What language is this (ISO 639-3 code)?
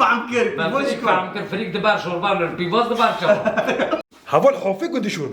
kur